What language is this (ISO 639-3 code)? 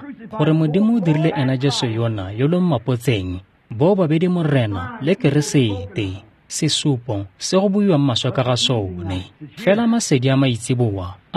tsn